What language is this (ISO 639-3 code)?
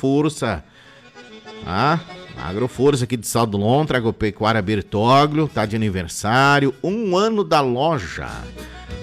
por